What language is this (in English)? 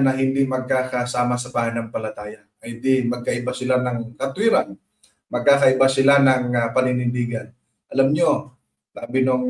Filipino